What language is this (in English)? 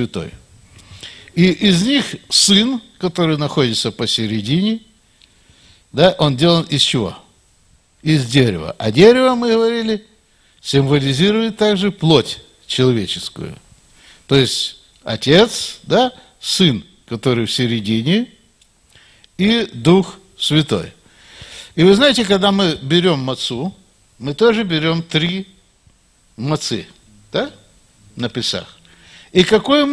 Russian